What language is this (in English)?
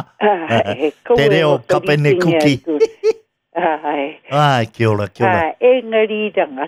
Māori